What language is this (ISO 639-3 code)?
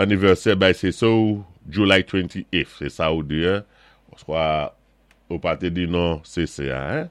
acf